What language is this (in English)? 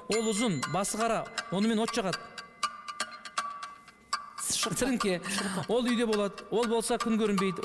Kazakh